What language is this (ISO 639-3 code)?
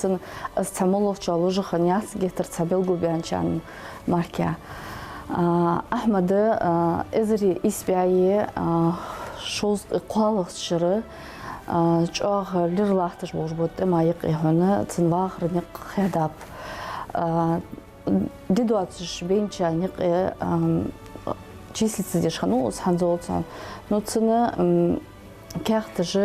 inh